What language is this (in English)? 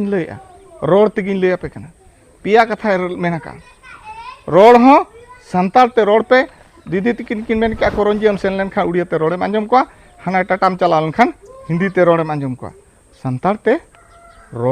Santali